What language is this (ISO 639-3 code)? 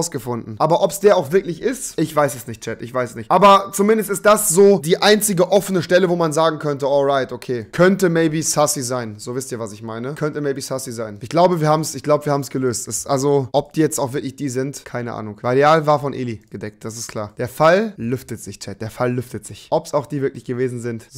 deu